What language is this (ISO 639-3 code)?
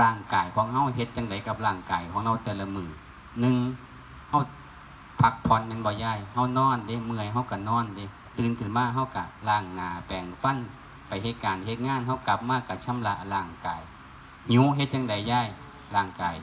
lao